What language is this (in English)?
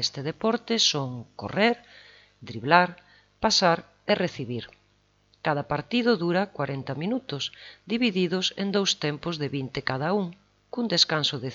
Galician